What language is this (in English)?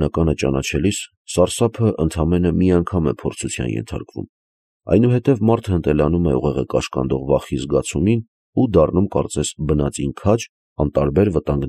Armenian